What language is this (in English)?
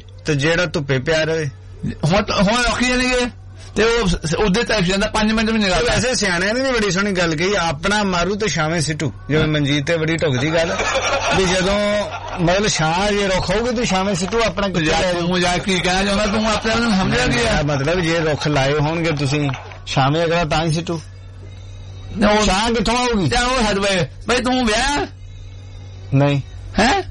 Punjabi